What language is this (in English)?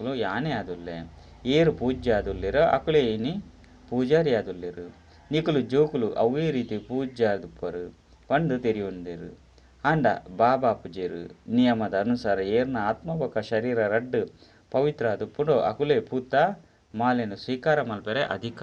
Tulu